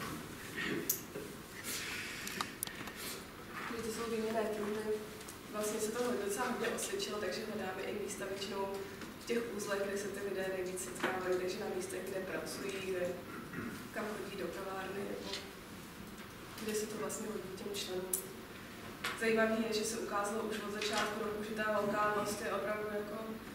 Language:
Czech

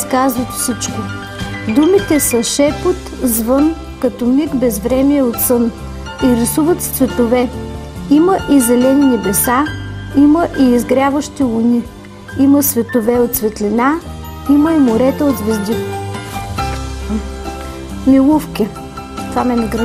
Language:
Bulgarian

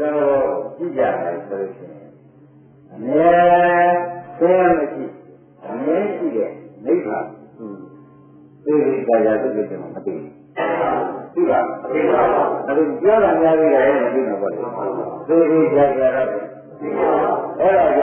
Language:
Burmese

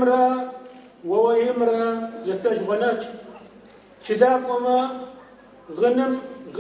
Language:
Adyghe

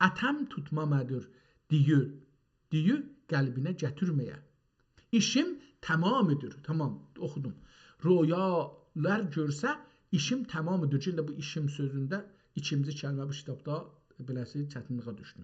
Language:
South Azerbaijani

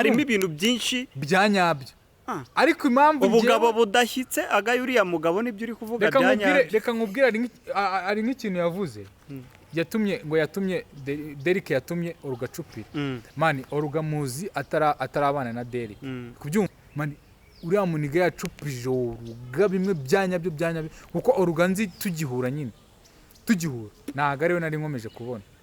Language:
Kinyarwanda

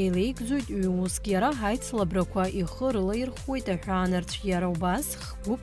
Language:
Abkhazian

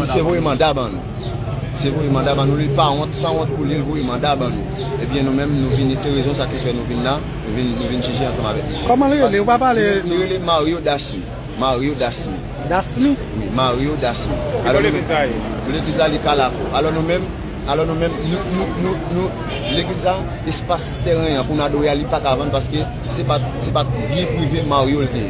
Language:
Haitian Creole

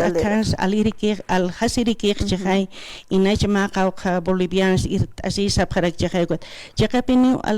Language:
Aymara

